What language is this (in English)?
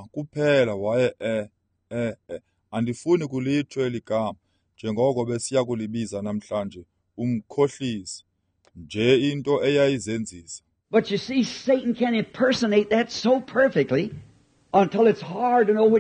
Xhosa